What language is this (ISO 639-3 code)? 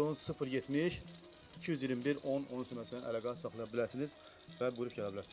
aze